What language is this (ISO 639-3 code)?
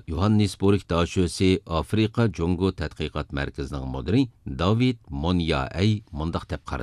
uig